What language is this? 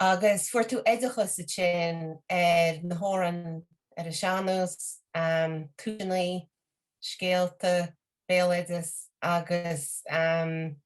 Irish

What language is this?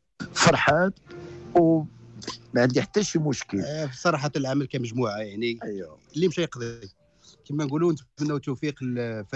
Moroccan Arabic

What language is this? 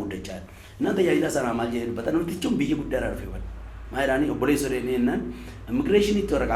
Oromo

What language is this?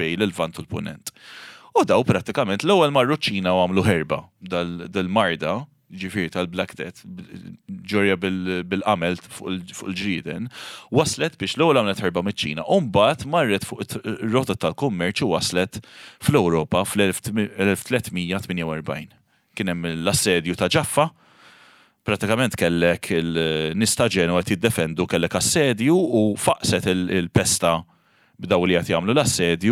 Maltese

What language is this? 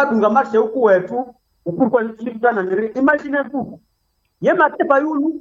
Nande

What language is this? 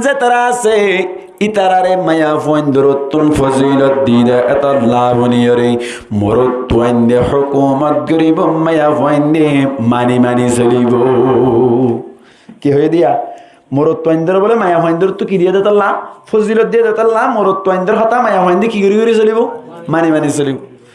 Rohingya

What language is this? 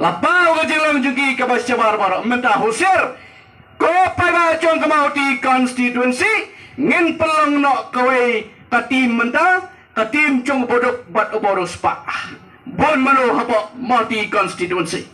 Khasi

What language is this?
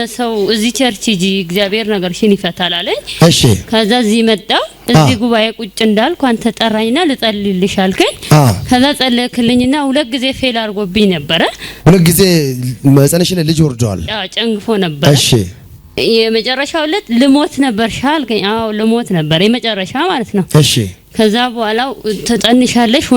Amharic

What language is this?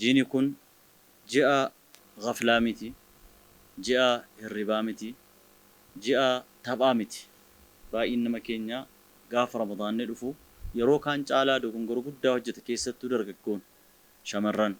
Oromo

